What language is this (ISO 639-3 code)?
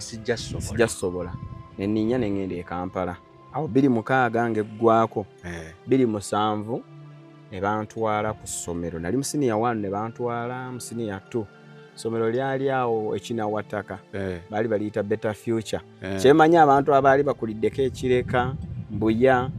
lug